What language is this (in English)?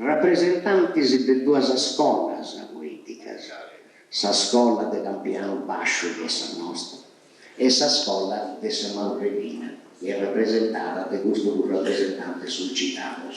Sardinian